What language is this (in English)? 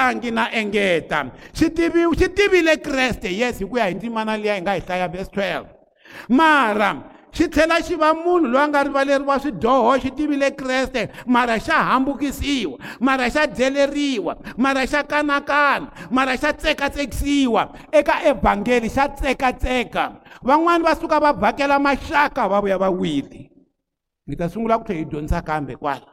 Tsonga